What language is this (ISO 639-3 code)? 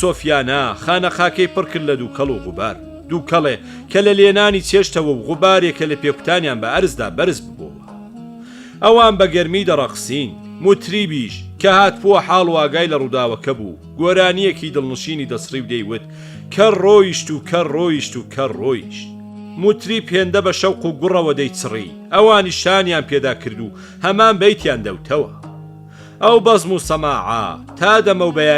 ckb